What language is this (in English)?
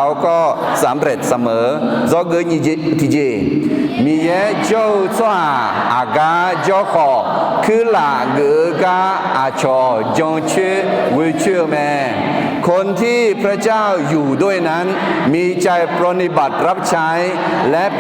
Akha